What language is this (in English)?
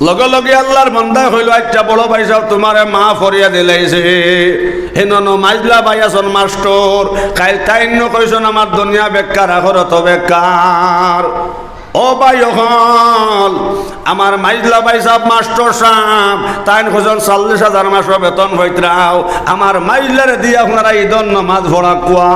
Sylheti